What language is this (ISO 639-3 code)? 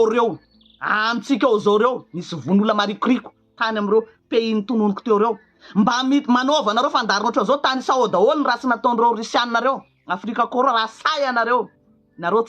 mlg